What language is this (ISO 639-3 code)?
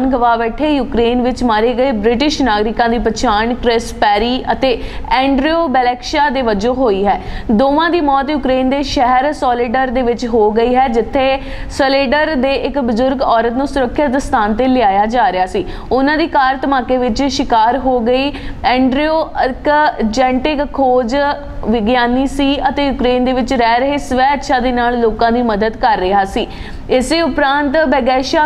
pan